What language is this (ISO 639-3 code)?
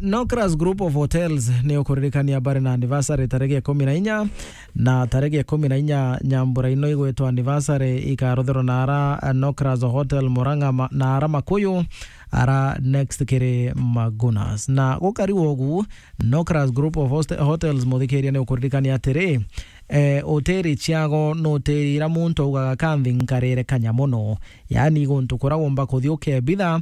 mer